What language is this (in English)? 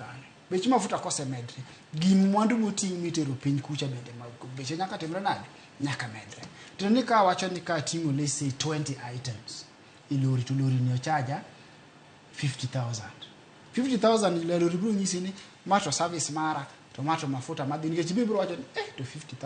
Luo (Kenya and Tanzania)